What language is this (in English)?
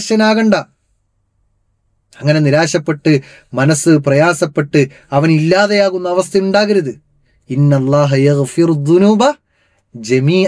Malayalam